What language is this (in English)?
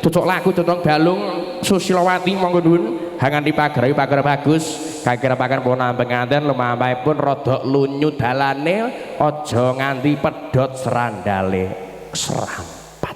Javanese